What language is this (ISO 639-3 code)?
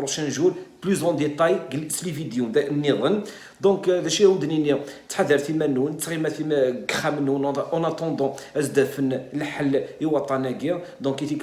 kab